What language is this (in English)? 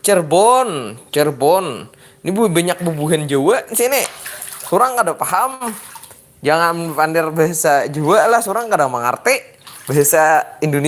Banjar